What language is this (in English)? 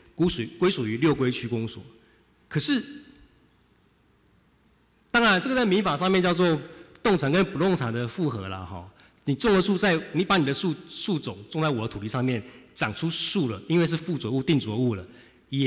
Chinese